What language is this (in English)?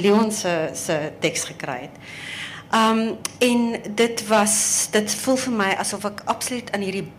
Afrikaans